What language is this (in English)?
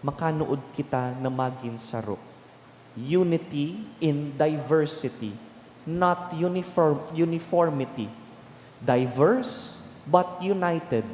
Bikol